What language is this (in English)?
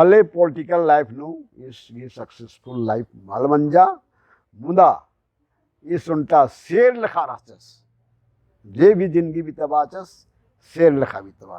Kurukh